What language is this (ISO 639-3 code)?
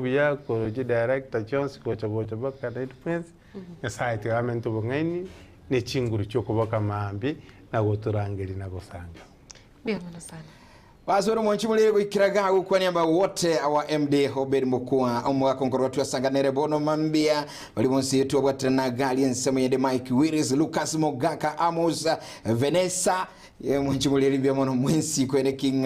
guz